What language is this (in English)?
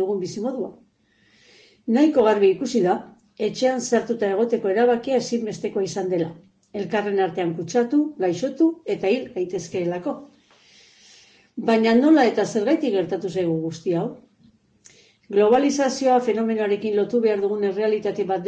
Basque